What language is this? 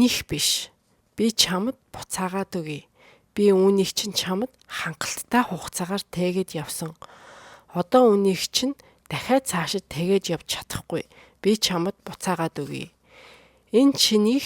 Mongolian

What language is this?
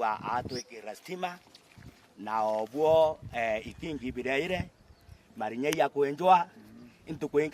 Meru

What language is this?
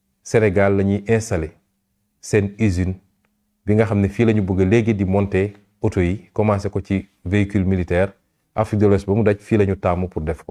Wolof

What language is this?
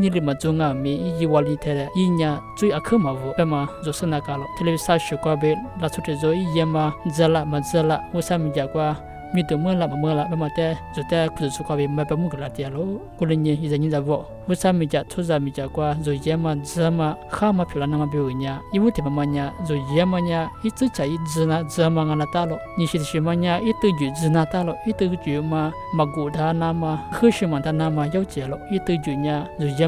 Lisu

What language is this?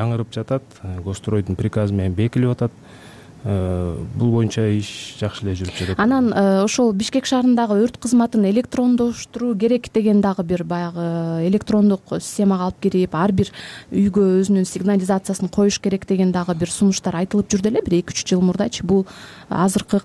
Kyrgyz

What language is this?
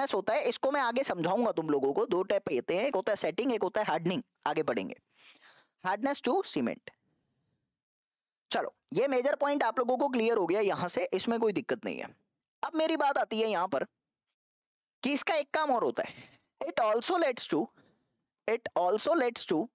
Hindi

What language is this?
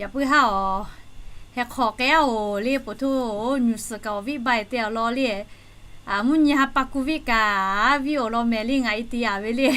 Lahu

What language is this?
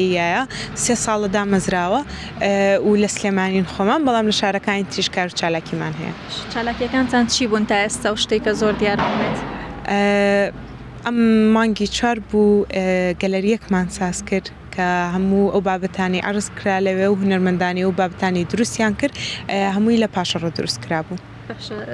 Central Kurdish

